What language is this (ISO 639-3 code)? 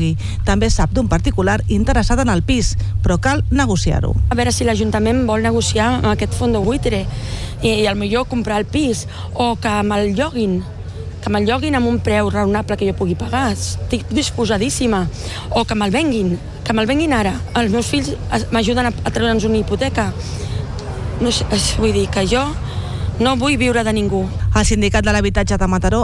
cat